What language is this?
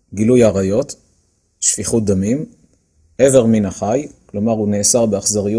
Hebrew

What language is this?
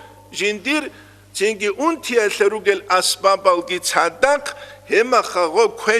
Avaric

